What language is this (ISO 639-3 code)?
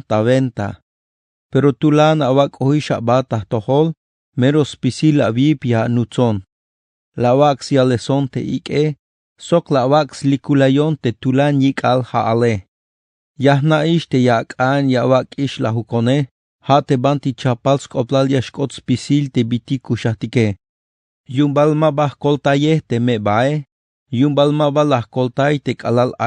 tzh